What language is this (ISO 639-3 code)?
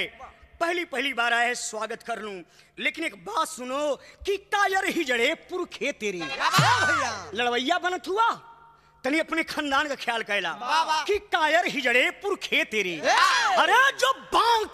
bho